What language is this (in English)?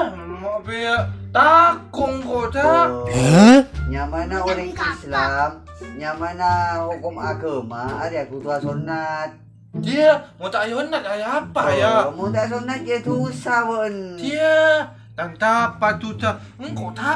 Madurese